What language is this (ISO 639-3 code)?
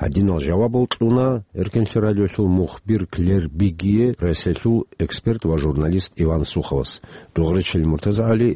ava